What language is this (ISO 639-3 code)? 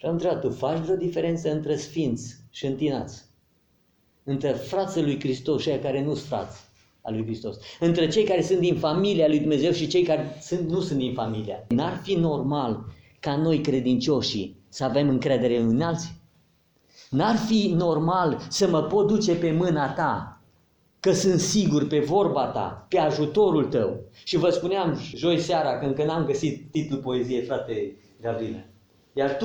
ron